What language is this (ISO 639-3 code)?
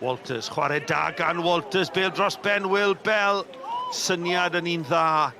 cym